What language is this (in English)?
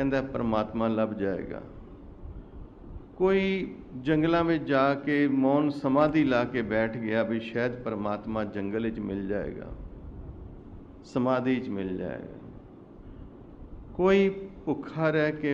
Punjabi